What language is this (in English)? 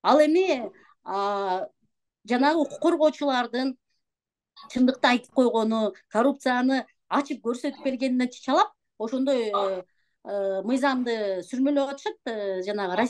Kyrgyz